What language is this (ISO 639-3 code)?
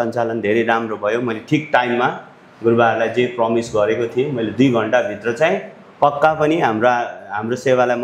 nep